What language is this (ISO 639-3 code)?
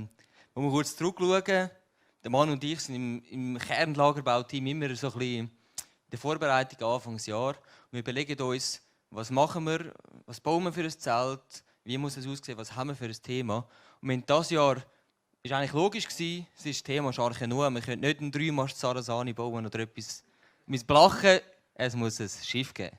gsw